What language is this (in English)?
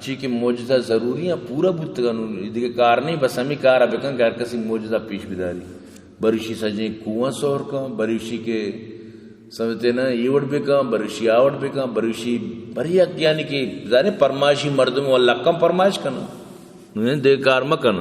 Baluchi